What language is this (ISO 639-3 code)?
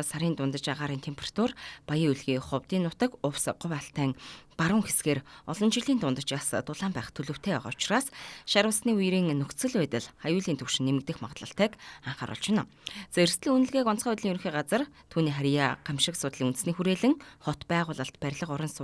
mon